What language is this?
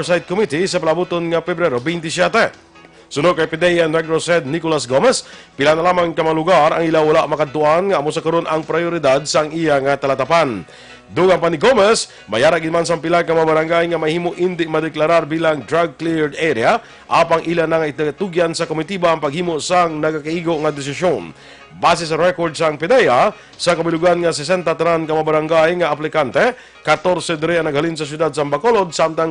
Hiligaynon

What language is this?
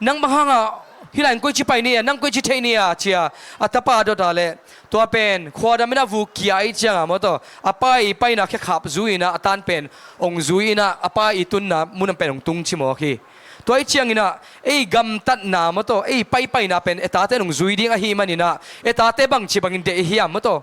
Tedim Chin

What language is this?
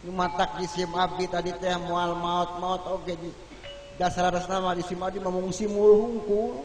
Sundanese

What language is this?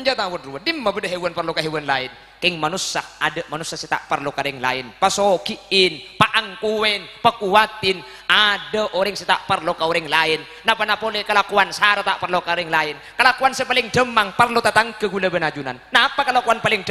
Madurese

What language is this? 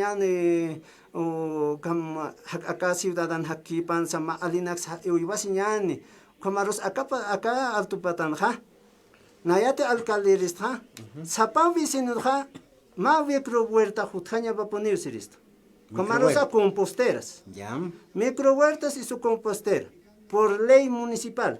Aymara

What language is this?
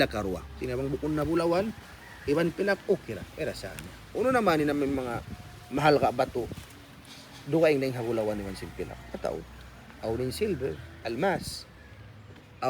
Tausug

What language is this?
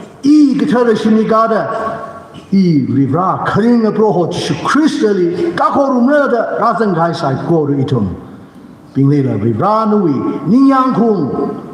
Tangkhul Naga (India)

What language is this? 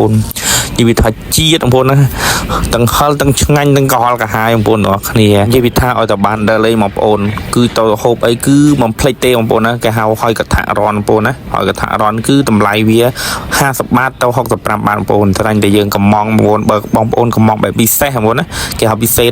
Khmer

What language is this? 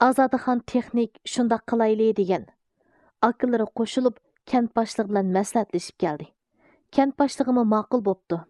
Uyghur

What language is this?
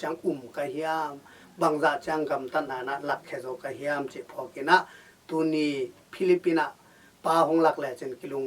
Tedim Chin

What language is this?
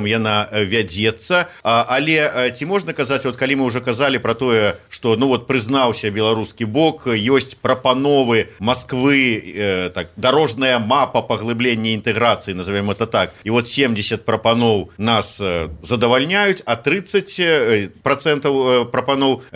Belarusian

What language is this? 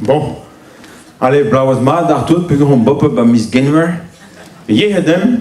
Breton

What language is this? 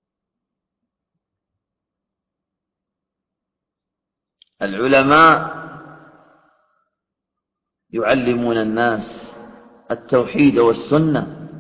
Arabic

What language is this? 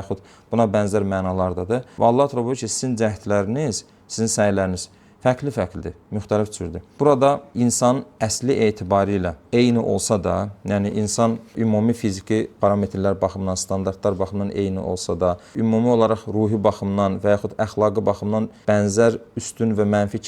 Azerbaijani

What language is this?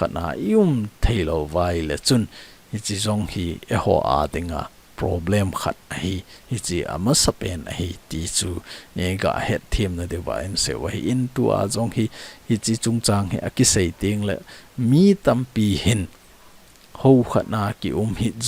Thado Chin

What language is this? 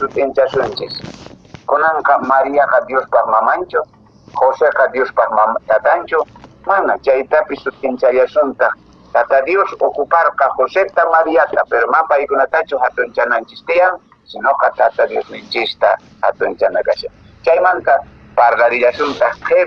Quechua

